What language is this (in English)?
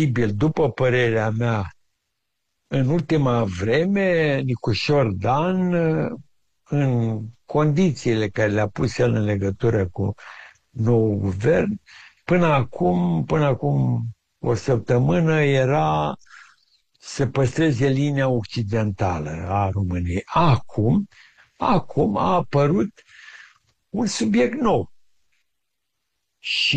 Romanian